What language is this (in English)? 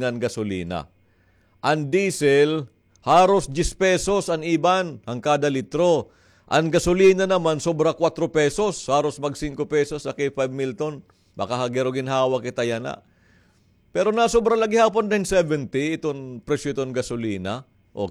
Waray